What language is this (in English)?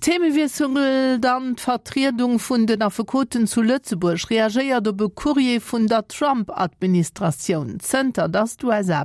Luxembourgish